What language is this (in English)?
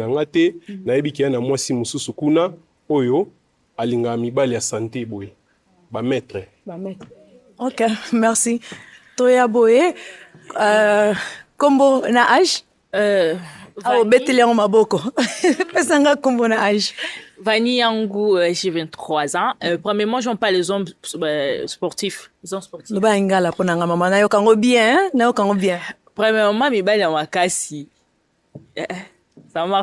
Lingala